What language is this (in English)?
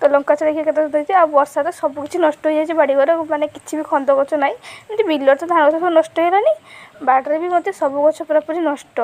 Odia